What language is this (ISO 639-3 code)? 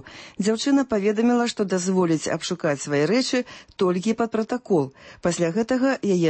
bel